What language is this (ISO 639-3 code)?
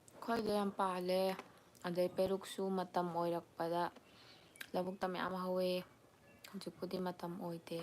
mni